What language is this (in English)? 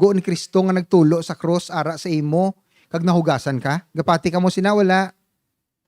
Hiligaynon